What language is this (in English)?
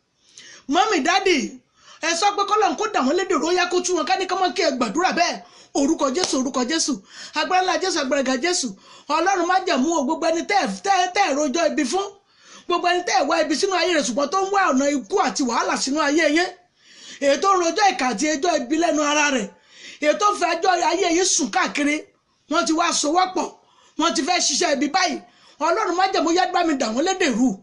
Yoruba